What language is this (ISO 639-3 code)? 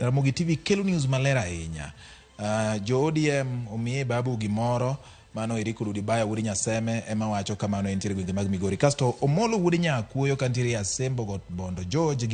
luo